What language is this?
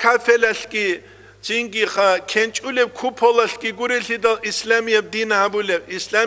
Avaric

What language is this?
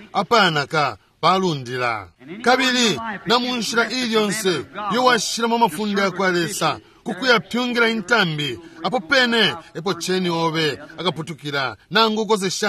Bemba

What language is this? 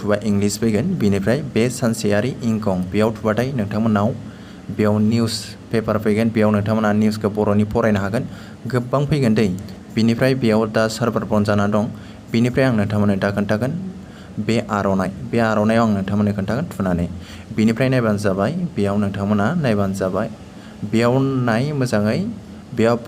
Bodo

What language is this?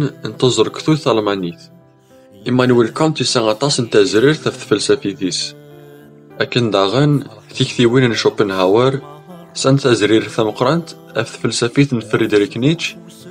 Kabyle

